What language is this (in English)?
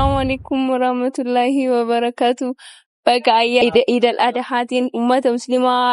Oromo